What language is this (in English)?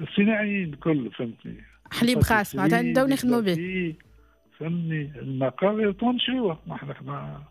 Tunisian Arabic